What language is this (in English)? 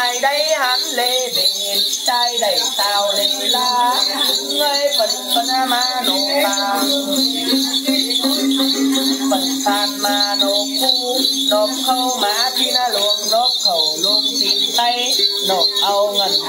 Vietnamese